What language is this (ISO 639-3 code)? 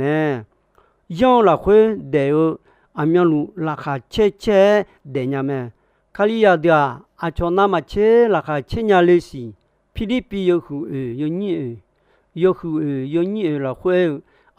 ahk